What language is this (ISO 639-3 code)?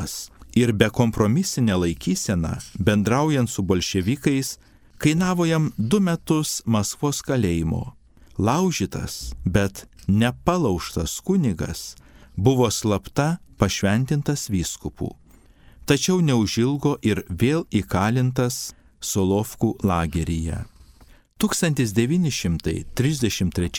lit